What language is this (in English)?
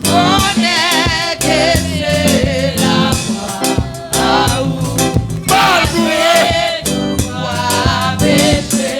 Haitian Creole